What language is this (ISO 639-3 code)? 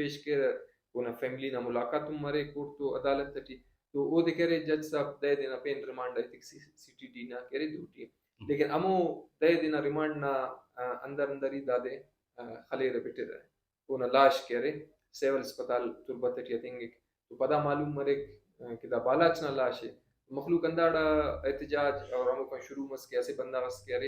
brh